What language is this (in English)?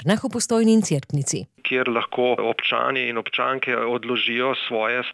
Slovenian